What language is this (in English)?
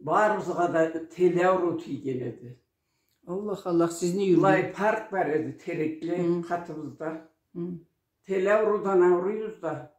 Karachay-Balkar